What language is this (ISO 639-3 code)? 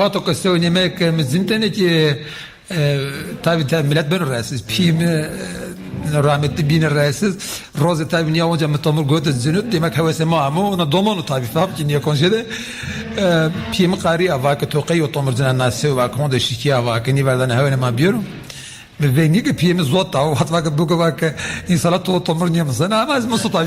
zza